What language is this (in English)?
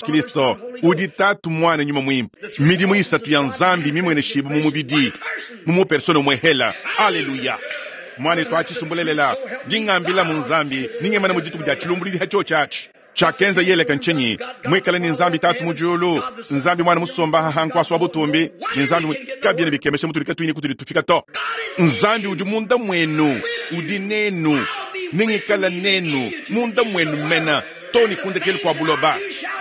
Luba-Lulua